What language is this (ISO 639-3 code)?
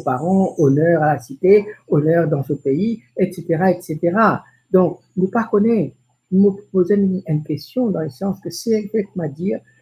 mfe